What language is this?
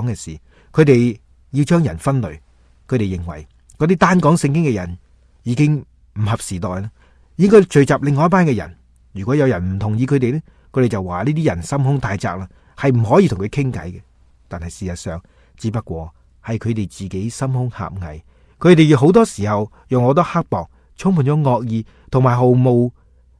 Cantonese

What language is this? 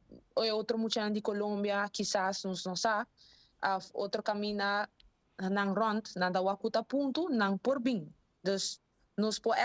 Papiamento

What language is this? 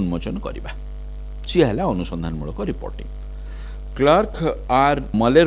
Odia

